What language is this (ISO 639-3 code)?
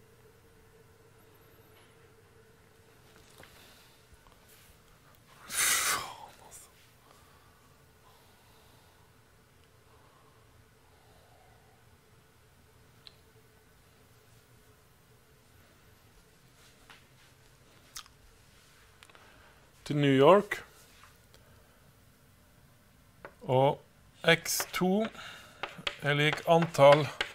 nor